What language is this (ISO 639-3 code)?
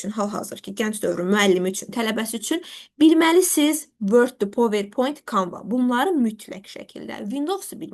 aze